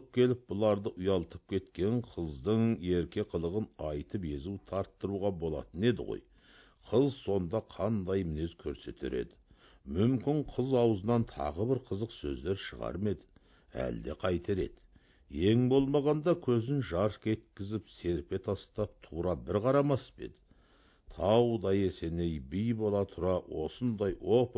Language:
Kazakh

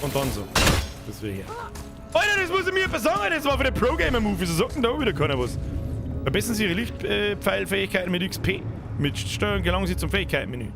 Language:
Bavarian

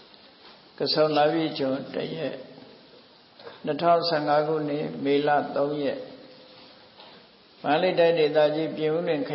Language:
Burmese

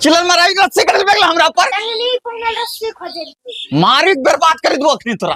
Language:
Angika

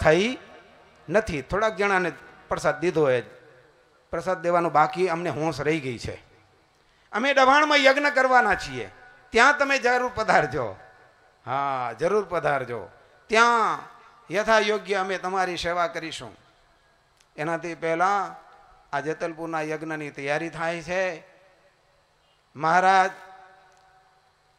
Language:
Gujarati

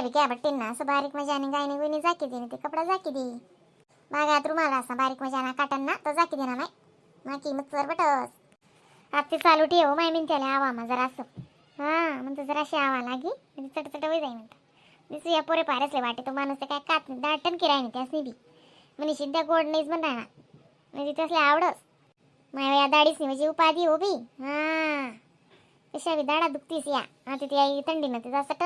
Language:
Khandesi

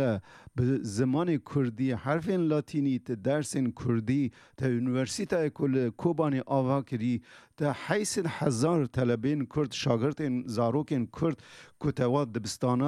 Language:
Kurdish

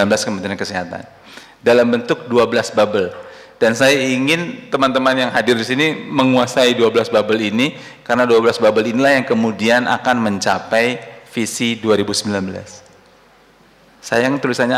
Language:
Indonesian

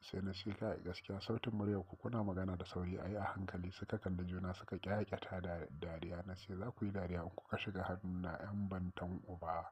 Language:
Hausa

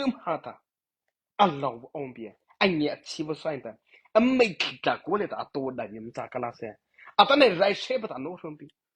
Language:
Mara Chin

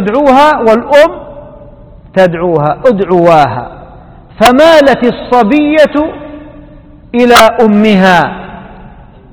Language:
Arabic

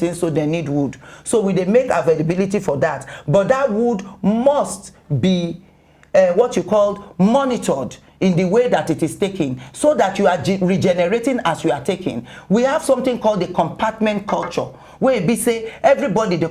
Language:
Nigerian Pidgin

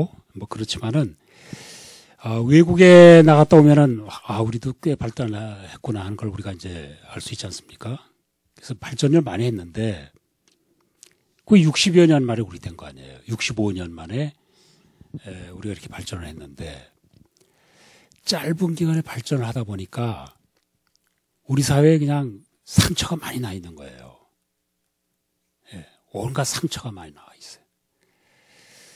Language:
Korean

